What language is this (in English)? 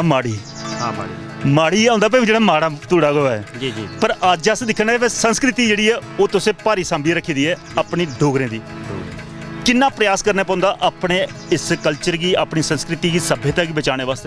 Dogri